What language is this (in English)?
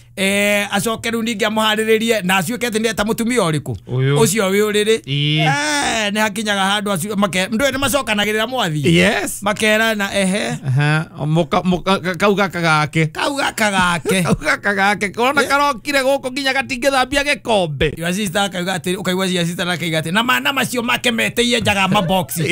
Kikuyu